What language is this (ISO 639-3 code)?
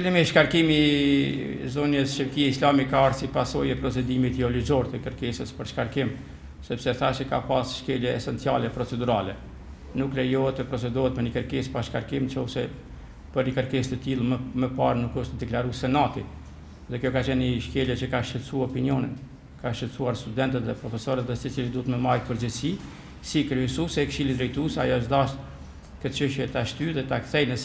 sqi